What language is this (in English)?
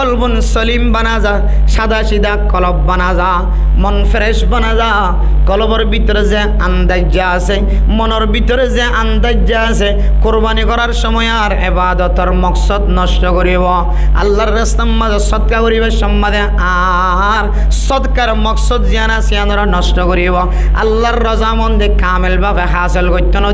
Rohingya